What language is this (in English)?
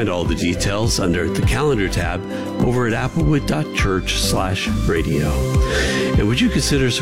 English